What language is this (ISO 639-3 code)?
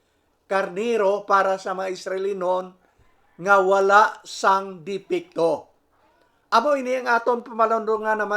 hil